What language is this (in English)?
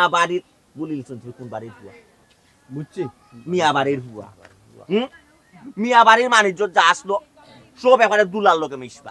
Sylheti